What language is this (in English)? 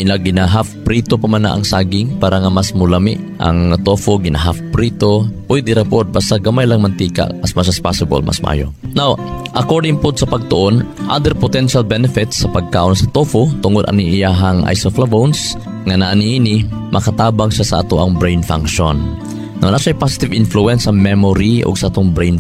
Cebuano